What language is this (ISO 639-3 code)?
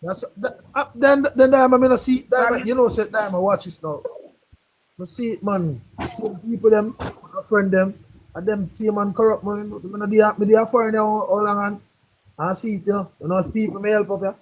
jam